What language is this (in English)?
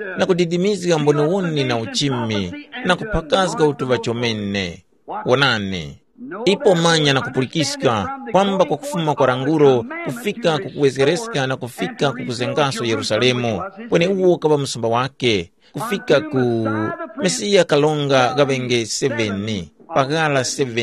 Tumbuka